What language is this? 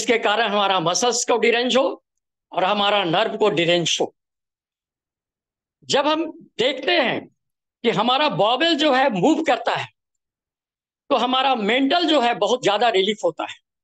Malayalam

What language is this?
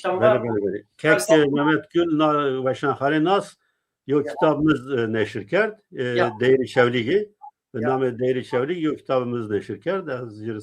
Zaza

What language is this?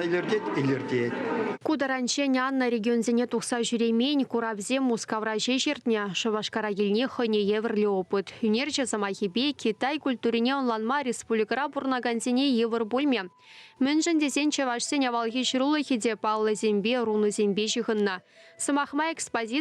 Chuvash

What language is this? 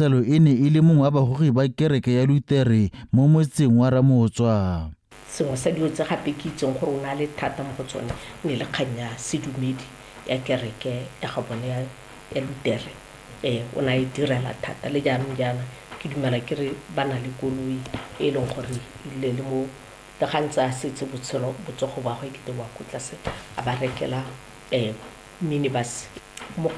Tswana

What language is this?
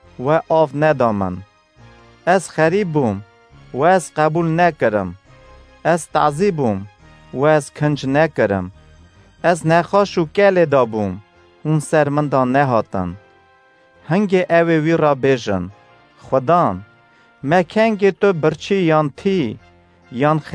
Kurdish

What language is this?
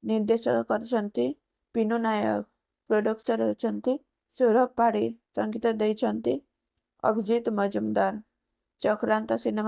Odia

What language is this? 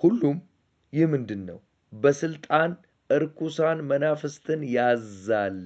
Amharic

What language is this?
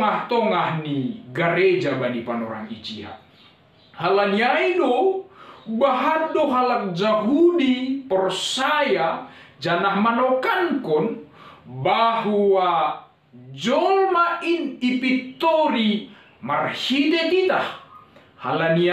Batak Simalungun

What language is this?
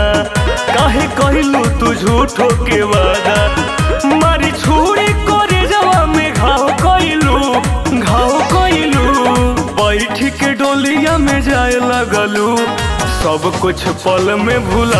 Bhojpuri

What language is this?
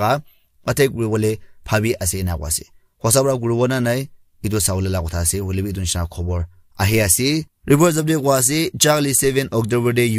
Naga Pidgin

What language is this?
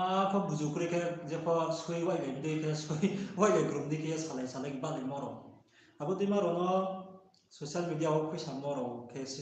Riang (India)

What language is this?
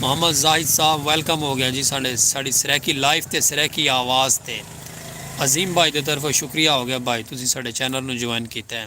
Saraiki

